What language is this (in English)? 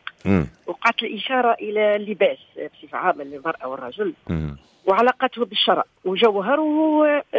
Tunisian Arabic